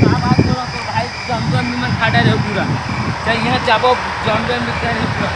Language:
Chhattisgarhi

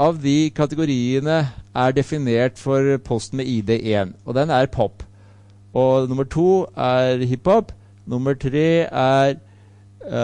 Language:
Norwegian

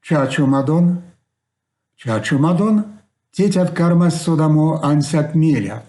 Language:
Erzya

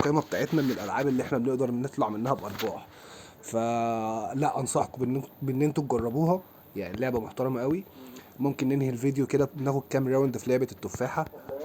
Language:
Egyptian Arabic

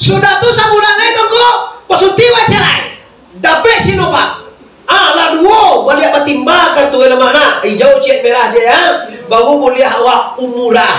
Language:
Minangkabau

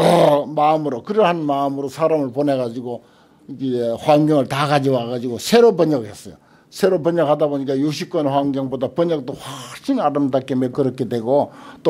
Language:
Korean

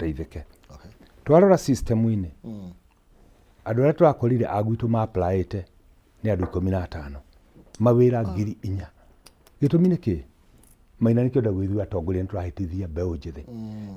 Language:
Kikuyu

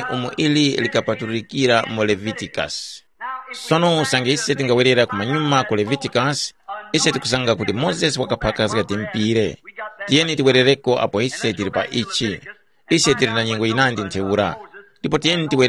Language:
Tumbuka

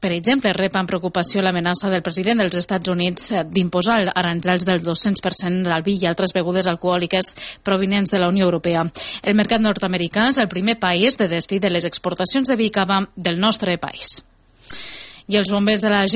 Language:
Catalan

